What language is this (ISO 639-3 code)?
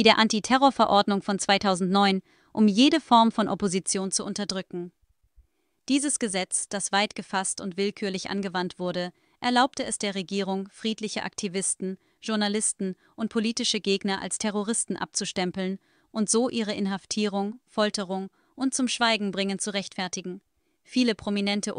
deu